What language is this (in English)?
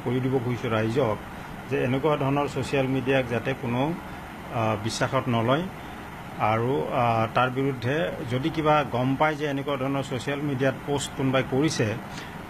Assamese